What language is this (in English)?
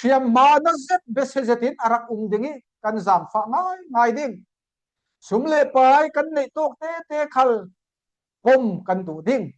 Falam Chin